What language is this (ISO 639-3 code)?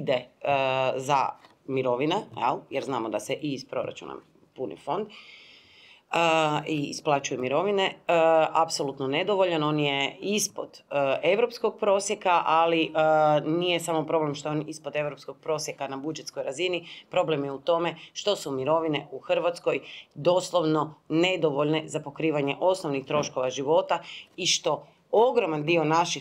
hrv